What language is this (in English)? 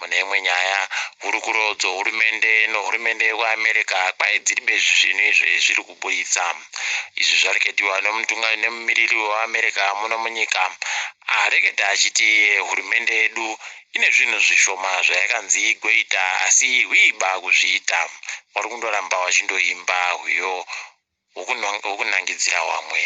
Ndau